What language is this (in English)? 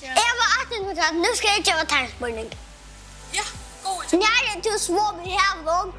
Faroese